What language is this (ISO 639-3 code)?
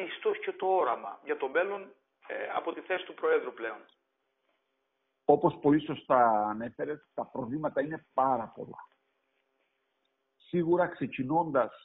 ell